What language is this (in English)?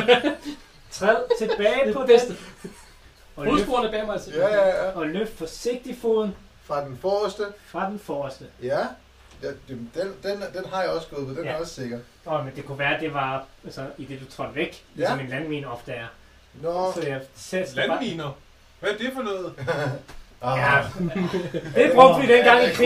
Danish